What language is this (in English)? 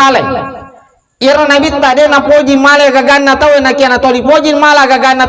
Buginese